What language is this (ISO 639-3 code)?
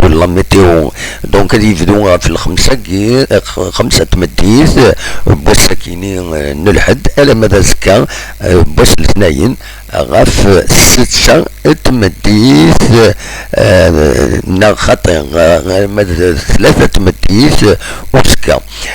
kab